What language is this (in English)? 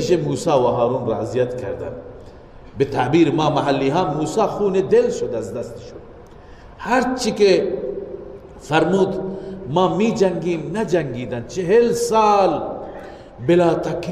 Persian